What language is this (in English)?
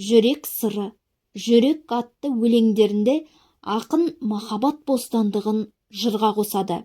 Kazakh